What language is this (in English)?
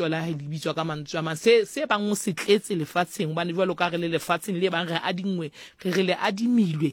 Southern Sotho